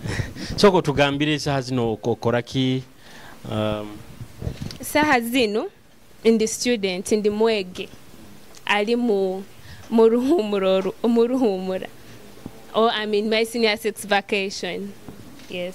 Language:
Nyoro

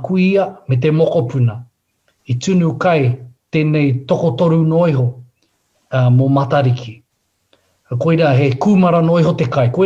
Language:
Māori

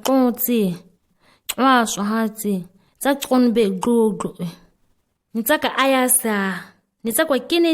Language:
ǁGana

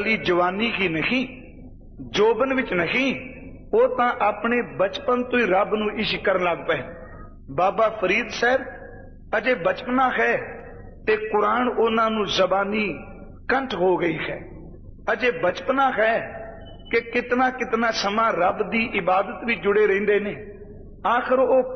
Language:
Punjabi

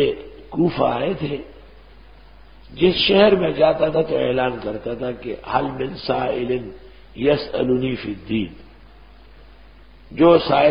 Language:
Urdu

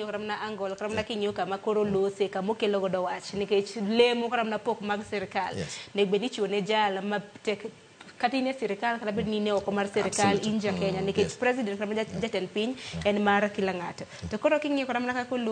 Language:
Luo (Kenya and Tanzania)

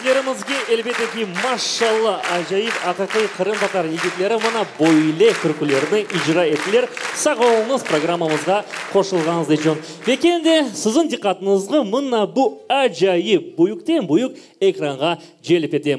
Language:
Crimean Tatar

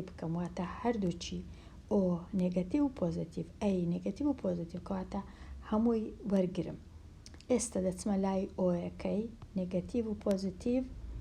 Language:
Central Kurdish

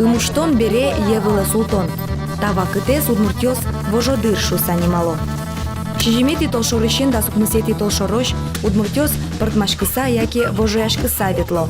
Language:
Udmurt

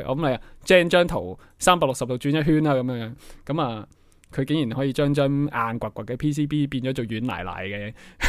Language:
Cantonese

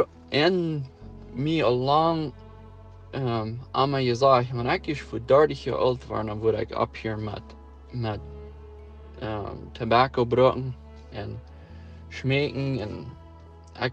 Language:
Plautdietsch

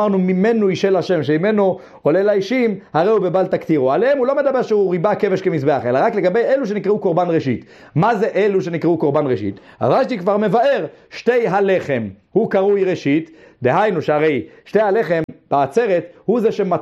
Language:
Hebrew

